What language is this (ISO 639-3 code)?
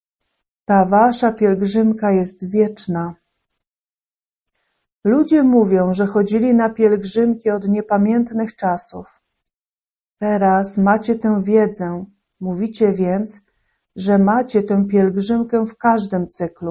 pol